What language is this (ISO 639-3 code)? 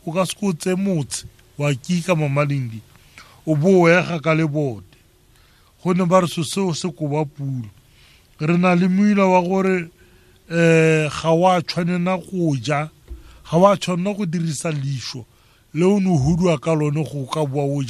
tsn